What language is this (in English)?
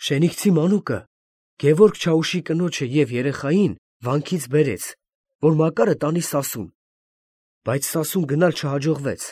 Armenian